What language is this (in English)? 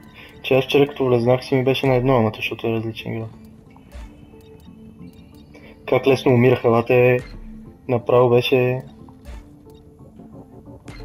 Bulgarian